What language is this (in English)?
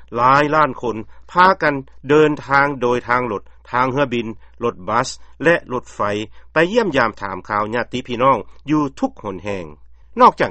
Lao